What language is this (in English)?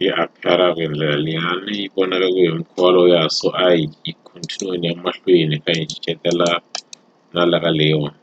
Tsonga